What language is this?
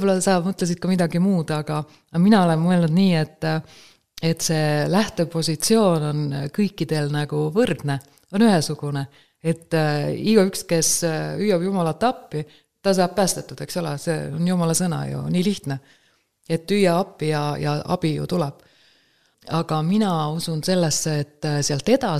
Estonian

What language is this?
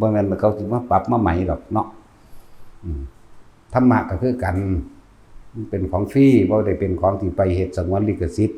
Lao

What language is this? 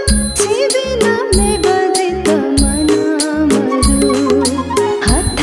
Newari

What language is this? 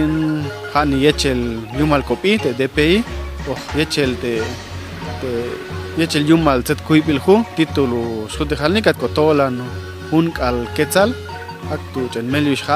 Popti'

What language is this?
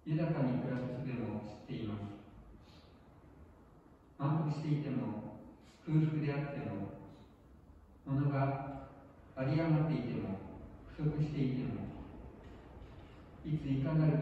Japanese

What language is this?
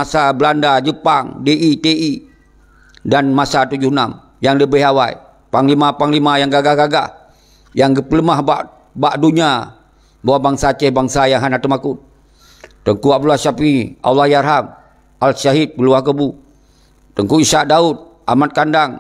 Achinese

